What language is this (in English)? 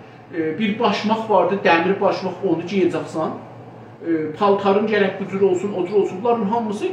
South Azerbaijani